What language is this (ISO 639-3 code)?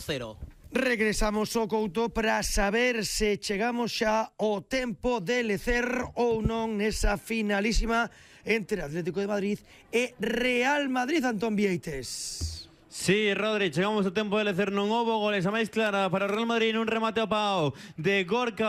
glg